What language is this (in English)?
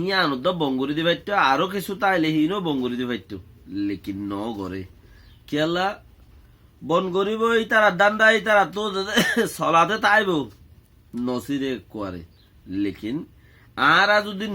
Rohingya